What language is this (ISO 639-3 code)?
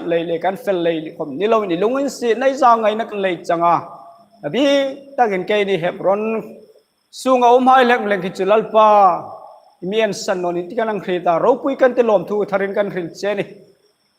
hmr